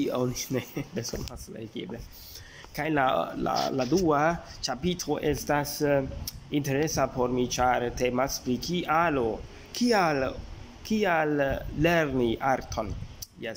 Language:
Esperanto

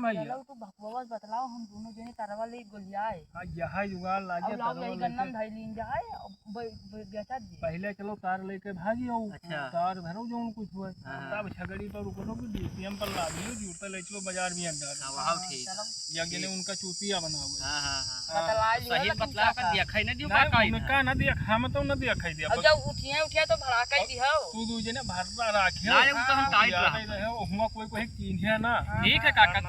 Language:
Awadhi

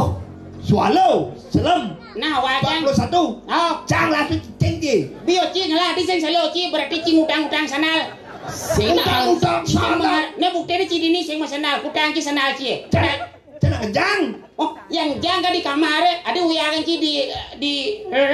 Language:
Balinese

